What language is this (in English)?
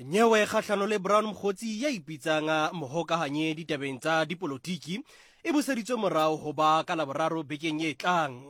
Southern Sotho